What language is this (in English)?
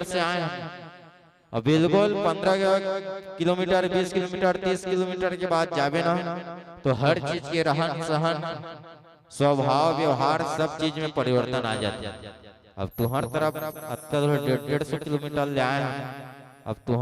Chhattisgarhi